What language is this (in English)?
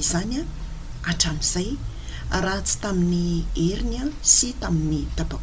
Malagasy